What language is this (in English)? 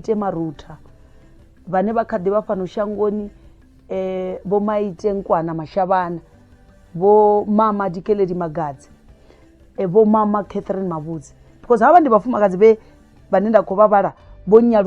Venda